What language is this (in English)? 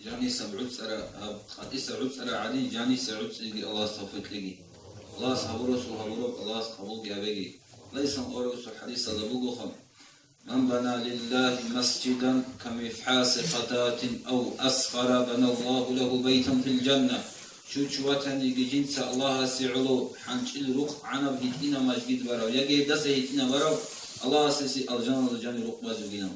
Avaric